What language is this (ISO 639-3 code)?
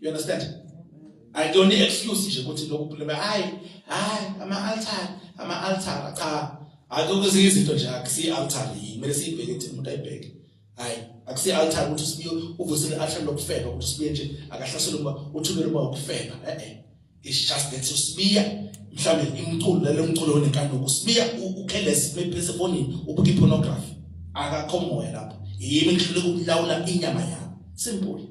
zul